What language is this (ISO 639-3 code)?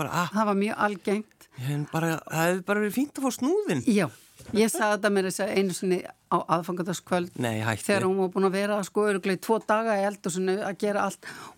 isl